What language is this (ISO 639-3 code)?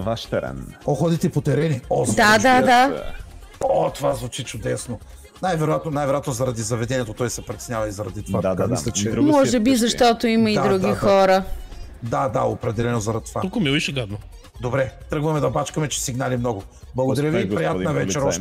bul